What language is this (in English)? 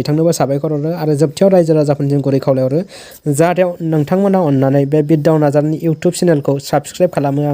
Bodo